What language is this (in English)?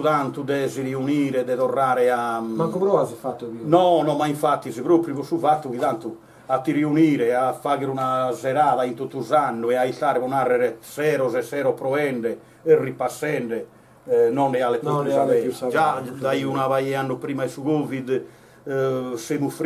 Sardinian